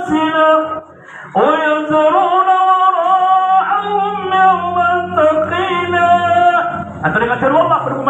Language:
Maranao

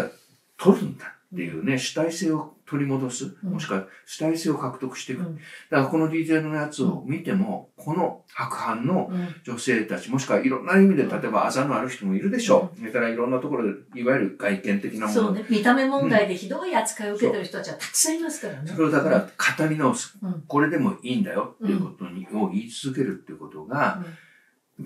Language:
Japanese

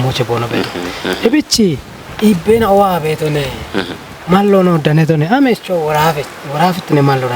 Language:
Kafa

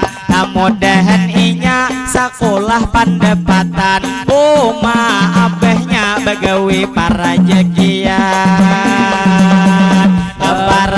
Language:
Banjar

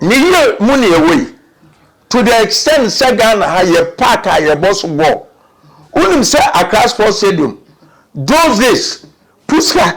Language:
Akan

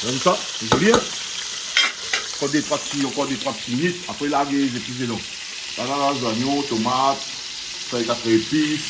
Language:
Réunion Creole French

